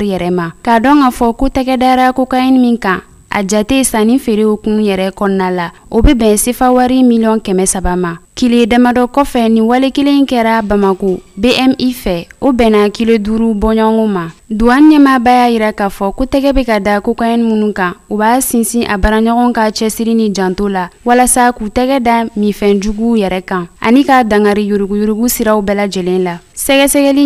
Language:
Bambara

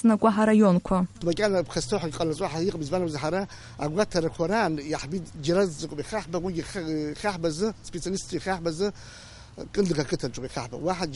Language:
Abkhazian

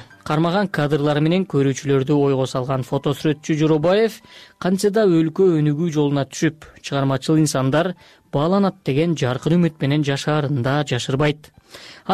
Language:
Kyrgyz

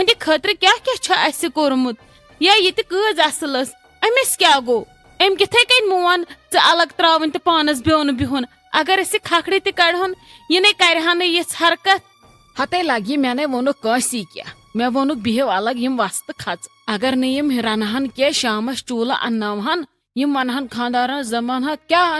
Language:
Kashmiri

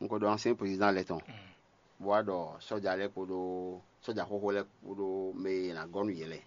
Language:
Fon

